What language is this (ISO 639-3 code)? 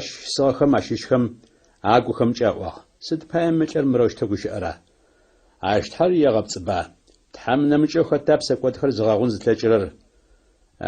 ady